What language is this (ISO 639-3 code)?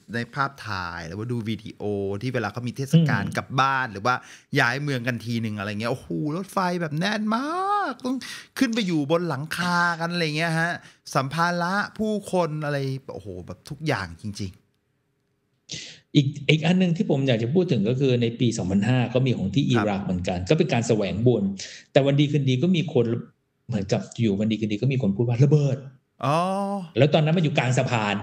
tha